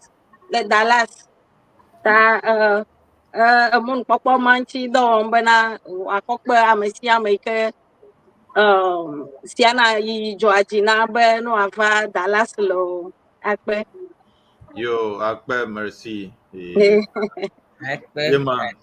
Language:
Ewe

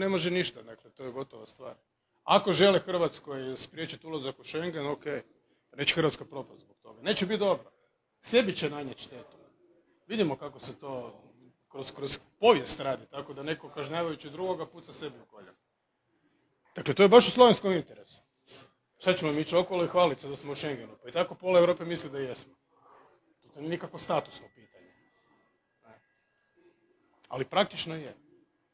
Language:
Croatian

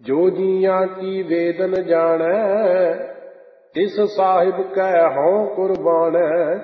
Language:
Punjabi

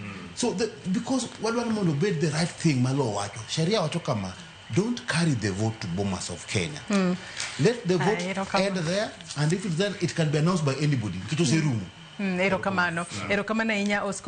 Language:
Luo (Kenya and Tanzania)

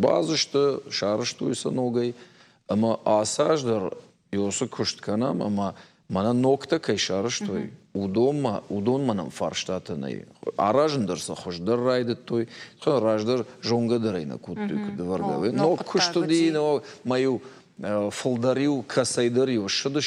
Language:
Ossetic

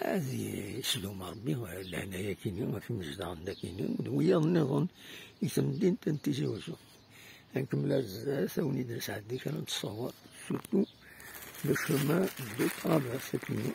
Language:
Kabyle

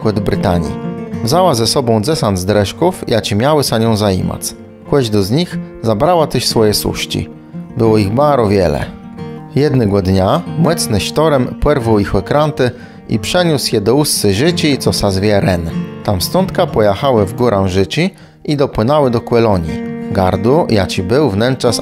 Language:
Kashubian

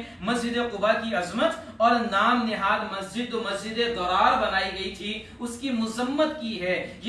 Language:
Urdu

